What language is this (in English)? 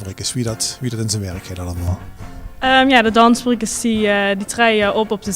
Limburgish